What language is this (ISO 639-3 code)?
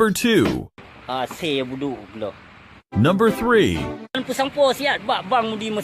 ace